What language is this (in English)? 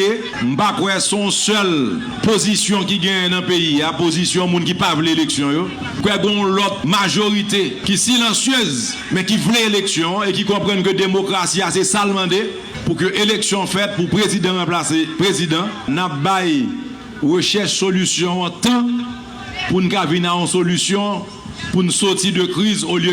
Haitian Creole